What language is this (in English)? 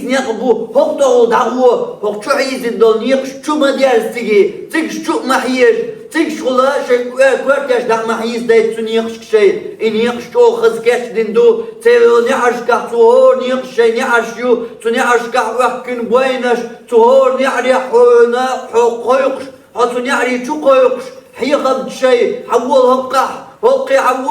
Chechen